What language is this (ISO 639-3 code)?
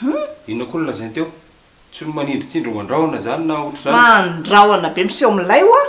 mlg